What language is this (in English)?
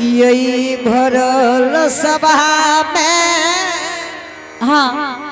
Angika